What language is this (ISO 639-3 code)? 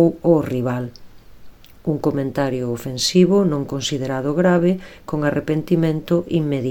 glg